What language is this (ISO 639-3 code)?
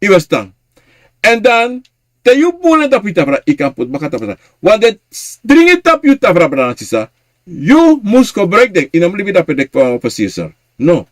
srn